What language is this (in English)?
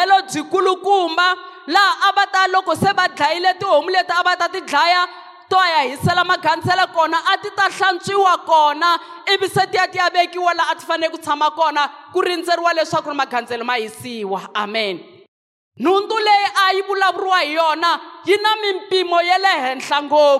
Tsonga